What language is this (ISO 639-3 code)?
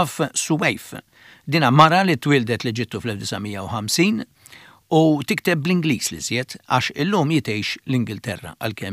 mlt